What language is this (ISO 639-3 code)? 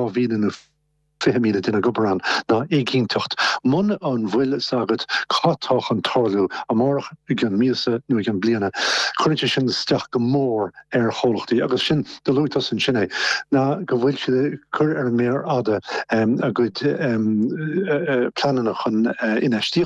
gle